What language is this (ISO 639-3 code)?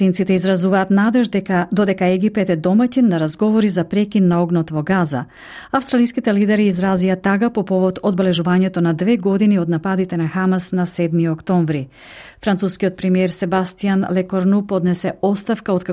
mkd